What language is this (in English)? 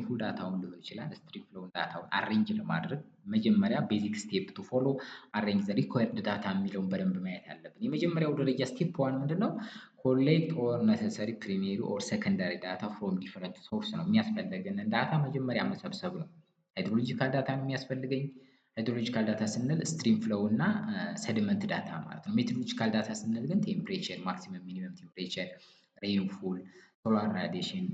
Amharic